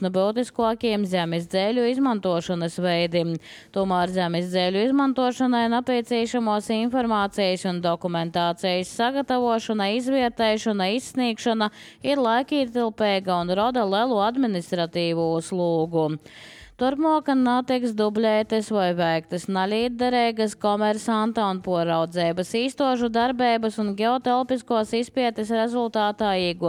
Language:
Latvian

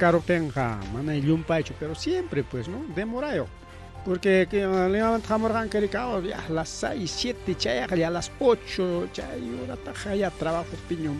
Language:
Ayacucho Quechua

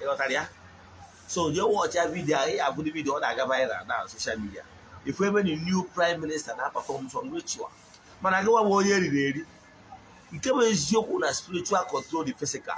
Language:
Igbo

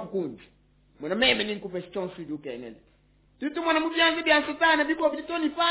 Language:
Luba-Lulua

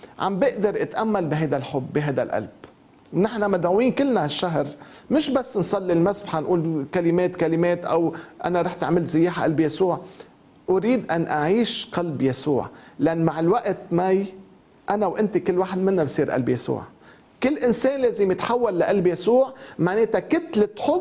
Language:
North Levantine Arabic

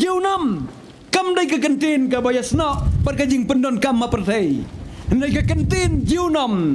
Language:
Khasi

